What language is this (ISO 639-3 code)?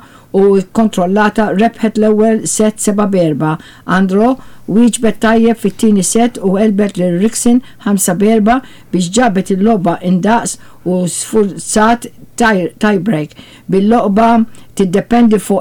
mlt